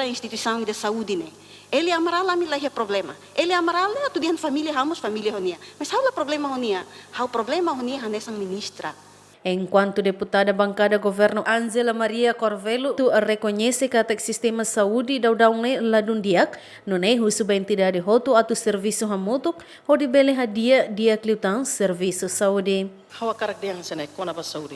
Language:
Tetum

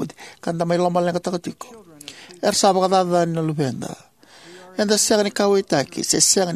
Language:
Fijian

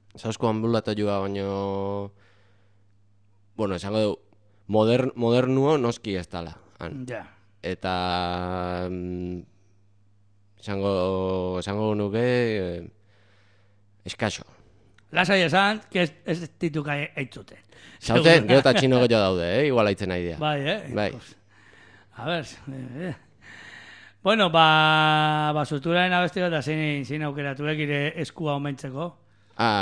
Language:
Basque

